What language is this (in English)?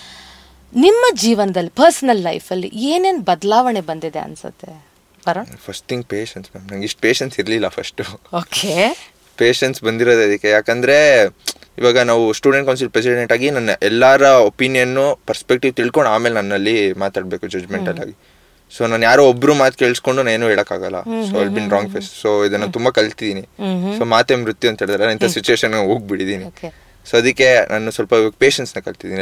Kannada